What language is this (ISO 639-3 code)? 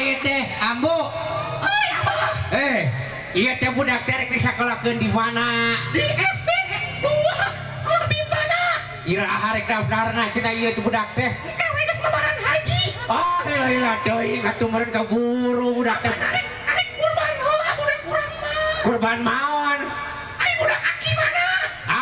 sun